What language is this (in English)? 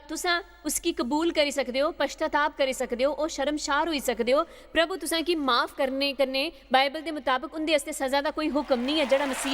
Dogri